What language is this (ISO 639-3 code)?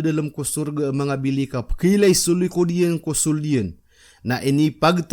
mrw